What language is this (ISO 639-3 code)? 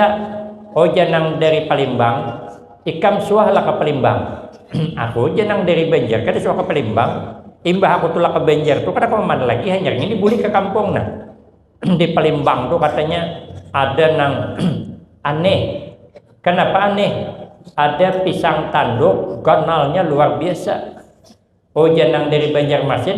bjn